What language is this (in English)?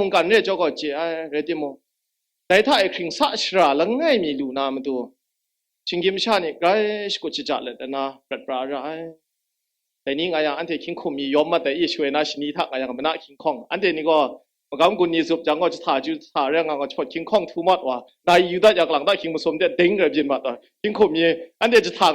Kachin